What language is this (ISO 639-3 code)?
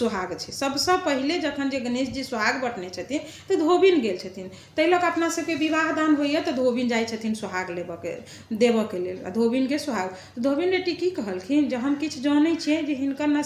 mai